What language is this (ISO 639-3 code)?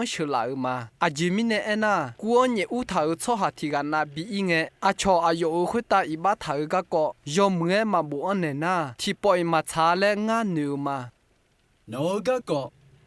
ahk